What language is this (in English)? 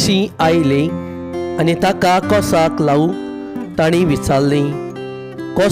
Konkani